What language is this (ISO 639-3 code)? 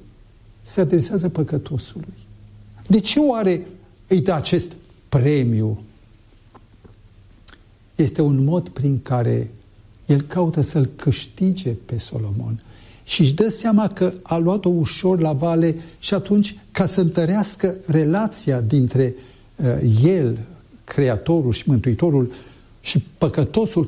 ron